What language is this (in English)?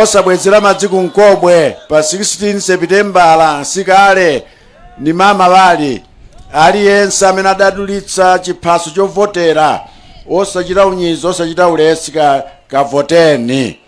Nyanja